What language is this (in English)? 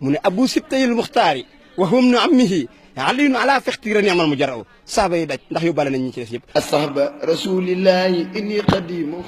Wolof